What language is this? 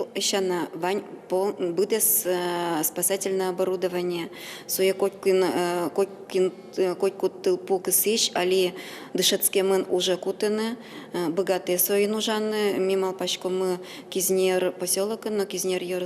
Udmurt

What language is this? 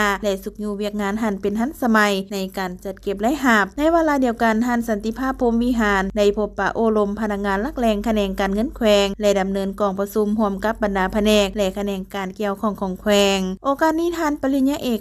Lao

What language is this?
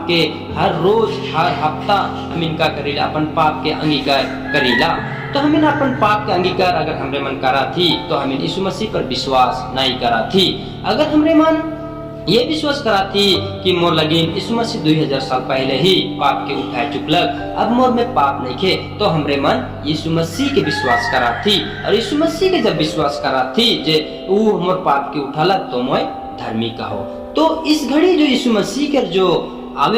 Sadri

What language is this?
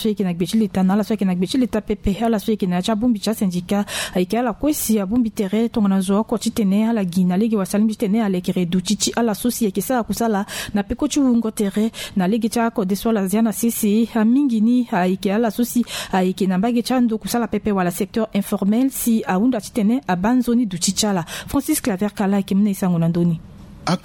Sango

